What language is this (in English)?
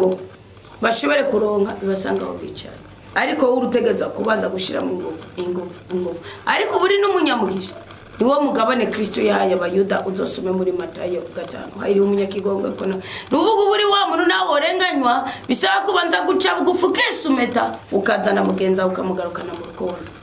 Rundi